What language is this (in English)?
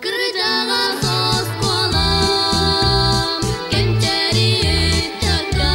Yakut